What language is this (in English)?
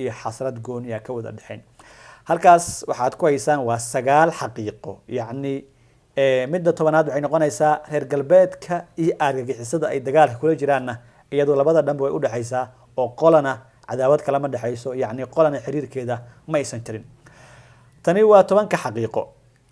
Somali